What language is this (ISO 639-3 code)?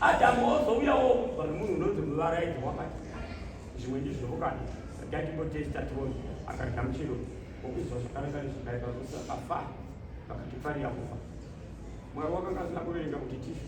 sna